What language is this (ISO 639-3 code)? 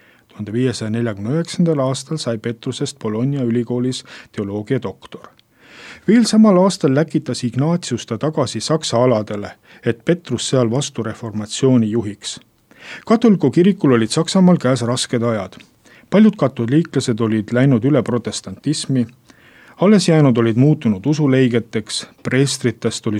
est